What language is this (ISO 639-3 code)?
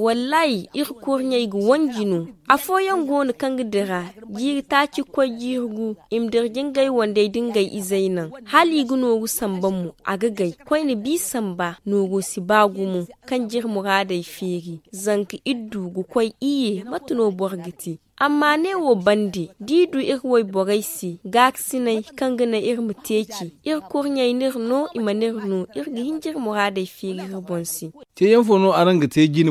dje